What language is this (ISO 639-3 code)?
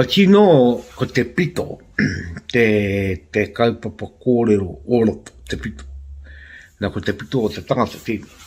mri